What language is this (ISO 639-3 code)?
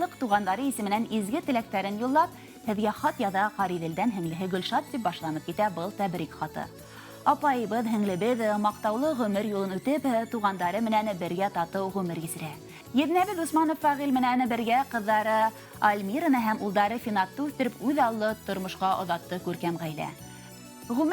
bak